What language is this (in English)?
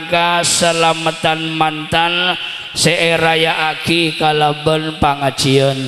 Madurese